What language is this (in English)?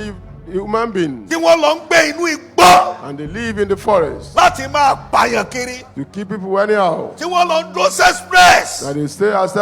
Yoruba